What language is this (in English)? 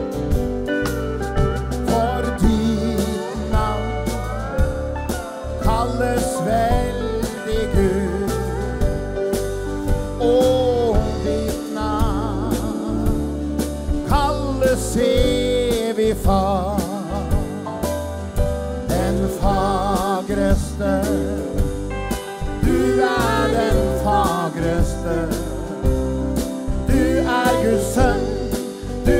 Norwegian